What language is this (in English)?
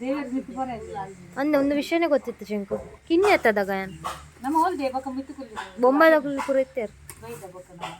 Tulu